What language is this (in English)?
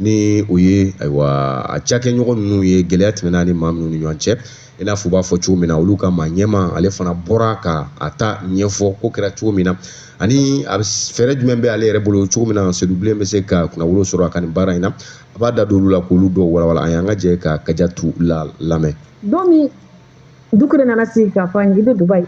Bambara